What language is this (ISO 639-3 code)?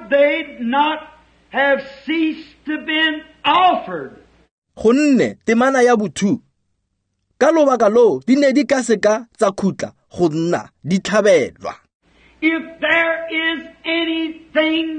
tsn